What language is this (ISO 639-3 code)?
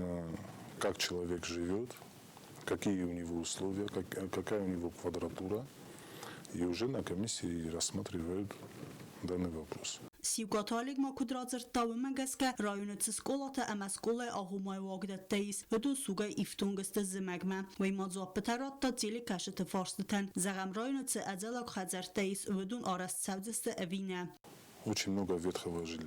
oss